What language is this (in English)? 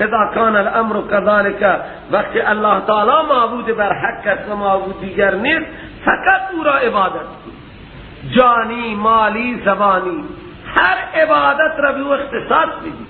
Persian